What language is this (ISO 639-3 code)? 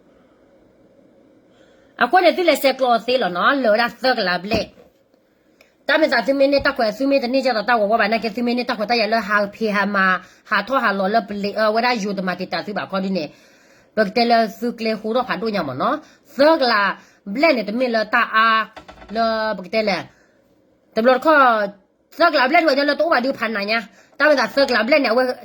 ksw